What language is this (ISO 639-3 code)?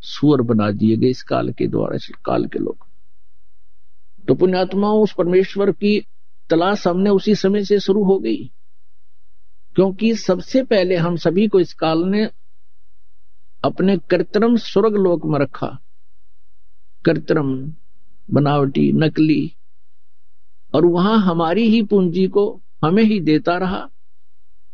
hin